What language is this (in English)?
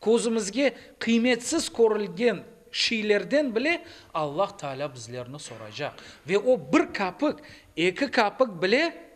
Crimean Tatar